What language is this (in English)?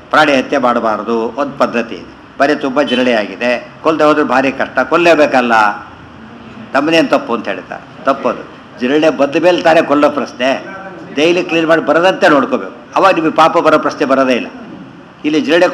Kannada